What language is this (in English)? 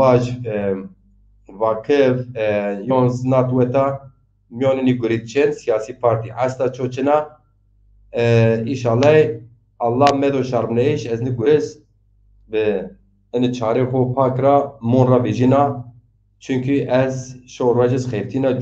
Zaza